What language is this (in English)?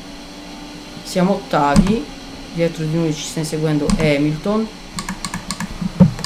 Italian